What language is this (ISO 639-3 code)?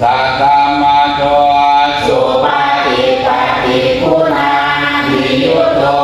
pli